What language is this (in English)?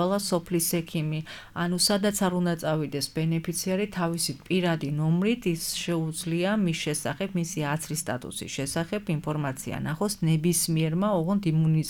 Georgian